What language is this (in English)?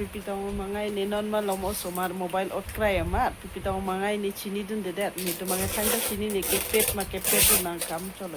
Karbi